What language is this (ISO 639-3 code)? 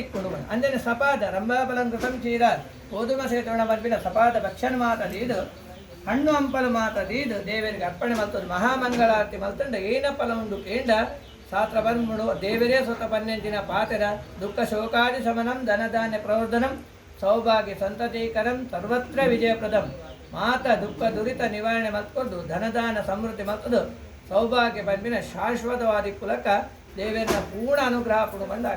tcy